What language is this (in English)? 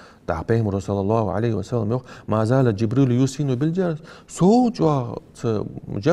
Ingush